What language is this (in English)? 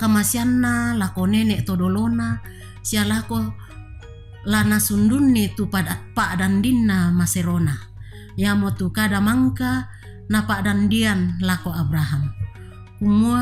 Toraja-Sa'dan